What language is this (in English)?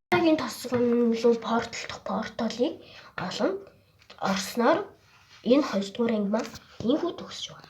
Mongolian